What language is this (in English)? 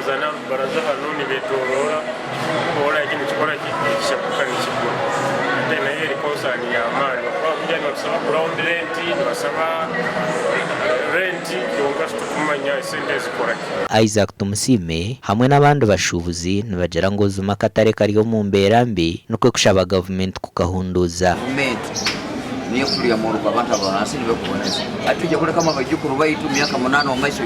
Nyankole